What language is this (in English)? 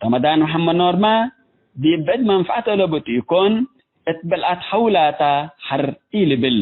Tigre